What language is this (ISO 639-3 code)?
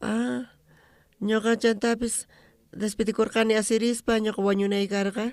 quh